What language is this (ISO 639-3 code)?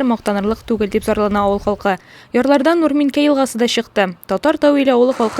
tat